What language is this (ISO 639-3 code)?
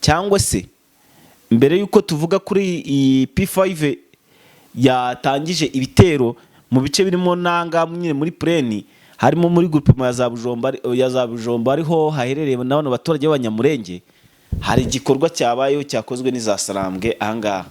kin